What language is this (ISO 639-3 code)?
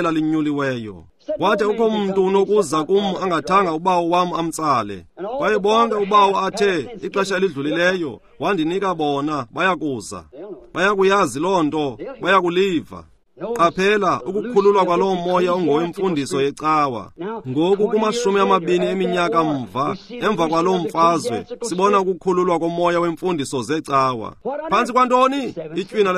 xho